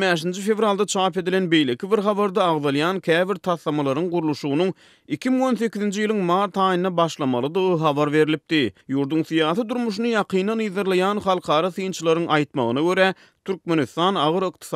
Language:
Turkmen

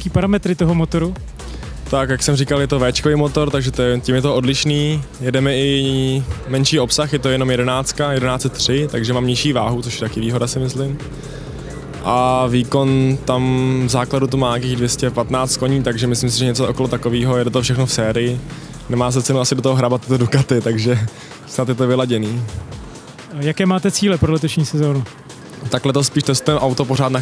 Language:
Czech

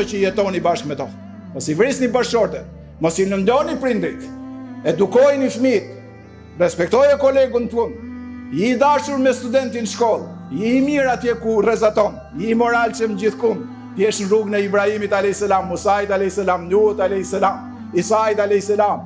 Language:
Albanian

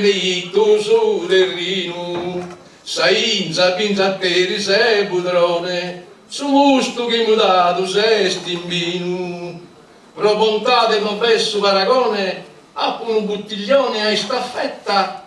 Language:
Sardinian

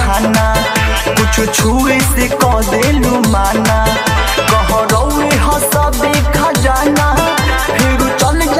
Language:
Bhojpuri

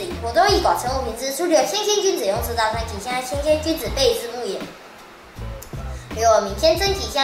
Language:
Literary Chinese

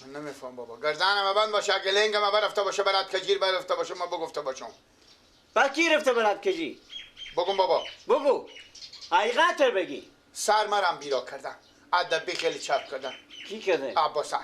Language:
Persian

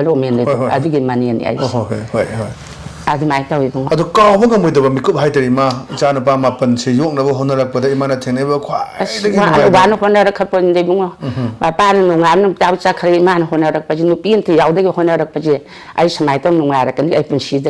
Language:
Manipuri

